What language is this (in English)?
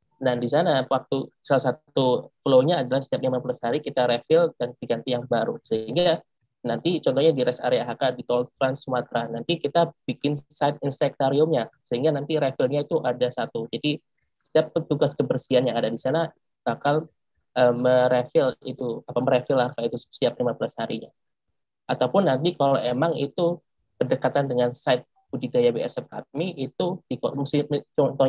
Indonesian